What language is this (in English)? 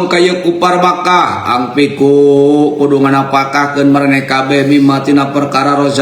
Sundanese